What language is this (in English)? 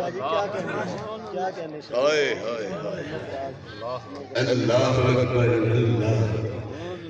Saraiki